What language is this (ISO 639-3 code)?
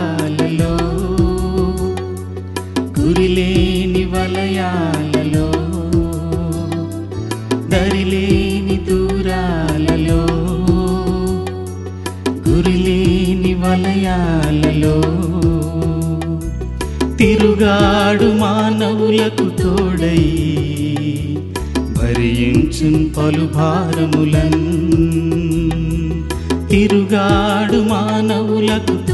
tel